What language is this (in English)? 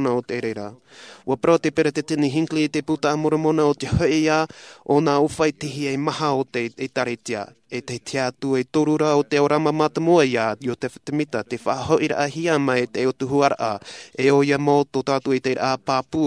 Tahitian